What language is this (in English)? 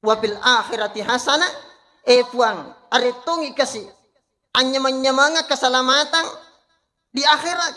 Buginese